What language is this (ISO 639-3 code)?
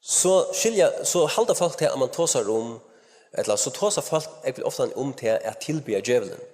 fao